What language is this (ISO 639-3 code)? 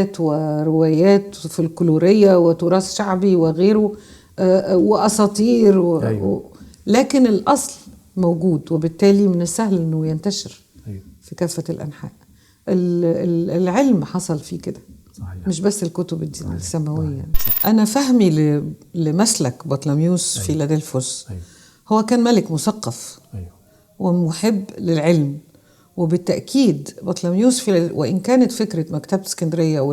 arz